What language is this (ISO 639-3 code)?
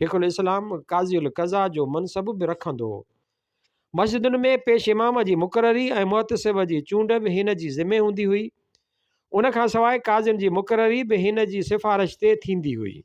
snd